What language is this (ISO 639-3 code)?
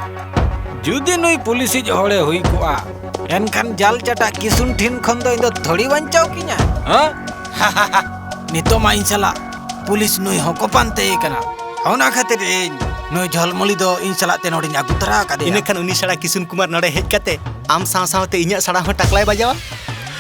sat